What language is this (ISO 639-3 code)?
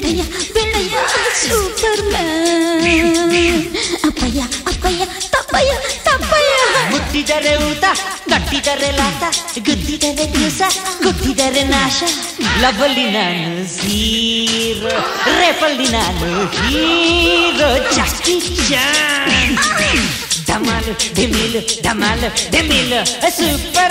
kan